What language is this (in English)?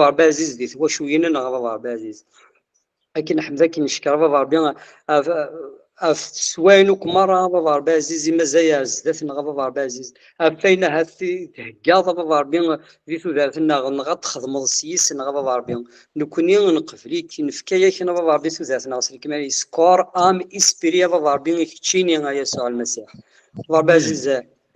Kabyle